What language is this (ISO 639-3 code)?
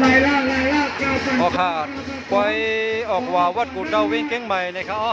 shn